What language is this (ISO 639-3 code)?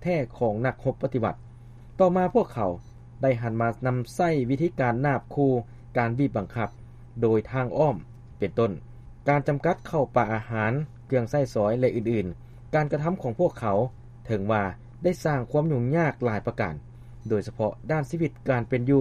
lao